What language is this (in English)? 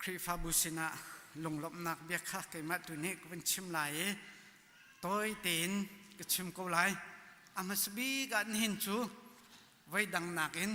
Hakha Chin